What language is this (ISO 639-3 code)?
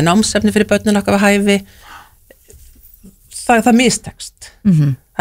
isl